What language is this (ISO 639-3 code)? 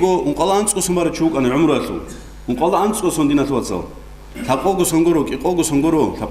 ava